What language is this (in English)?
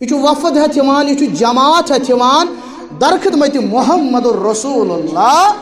Kashmiri